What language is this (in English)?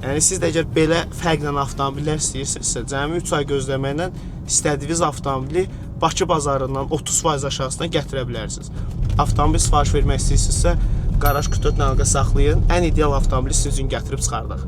Azerbaijani